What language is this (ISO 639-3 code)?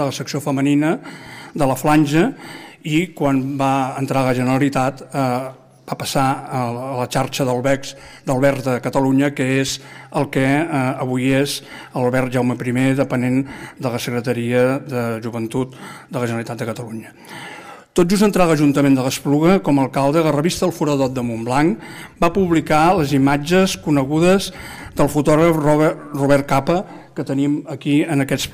cat